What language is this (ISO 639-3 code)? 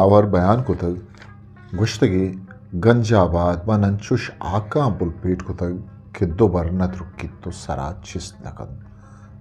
bgp